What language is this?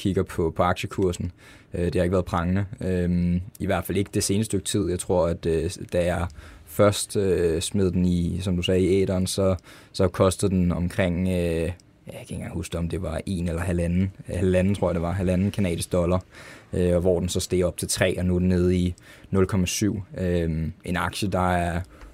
Danish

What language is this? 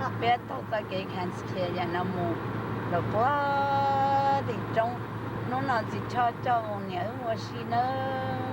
Hmong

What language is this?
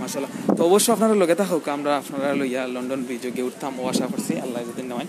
Sylheti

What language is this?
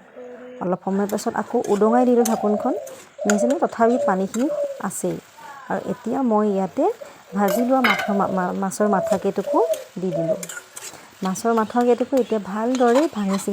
Assamese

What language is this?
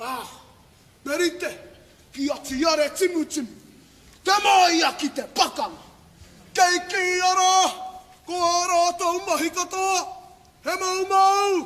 Māori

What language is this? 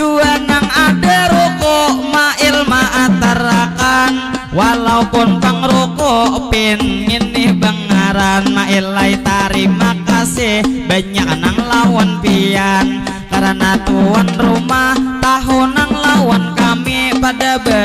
Banjar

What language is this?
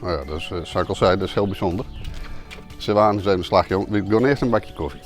Western Frisian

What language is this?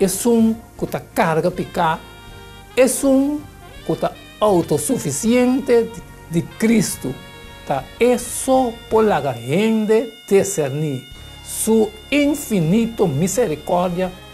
Papiamento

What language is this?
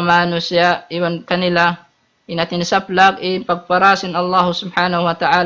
Tausug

